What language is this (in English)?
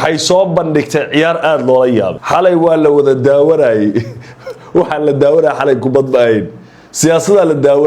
Somali